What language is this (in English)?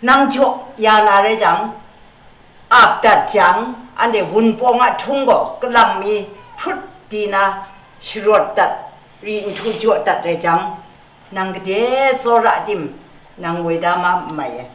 Kachin